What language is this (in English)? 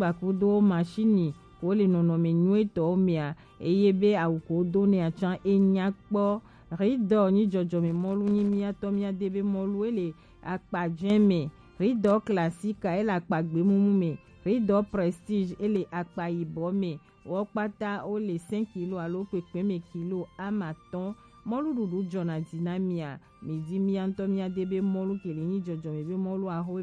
Gen